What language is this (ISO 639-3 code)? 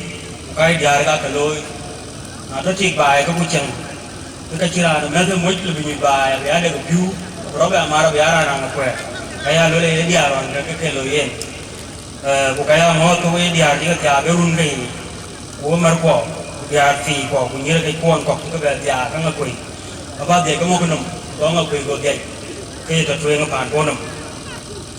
din